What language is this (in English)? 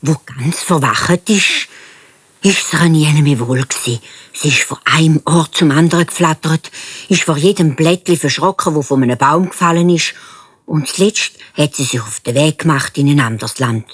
Swiss German